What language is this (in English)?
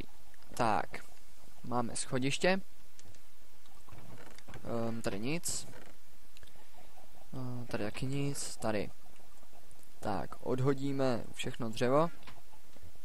Czech